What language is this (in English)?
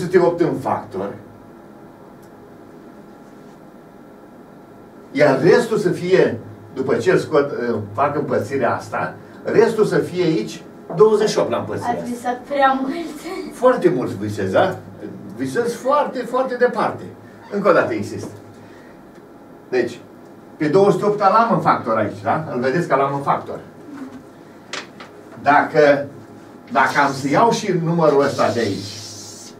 Romanian